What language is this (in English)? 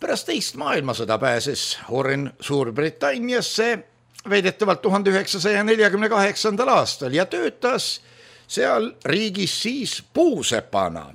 Estonian